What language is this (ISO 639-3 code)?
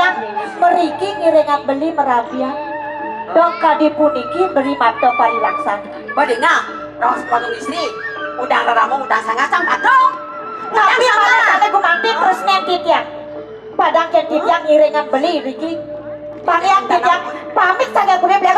ban